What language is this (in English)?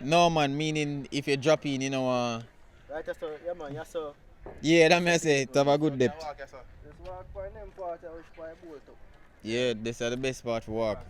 Jamaican Creole English